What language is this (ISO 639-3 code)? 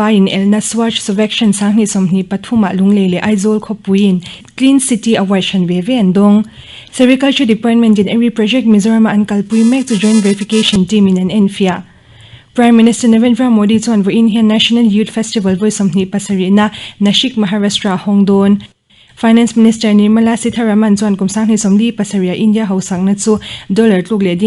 lus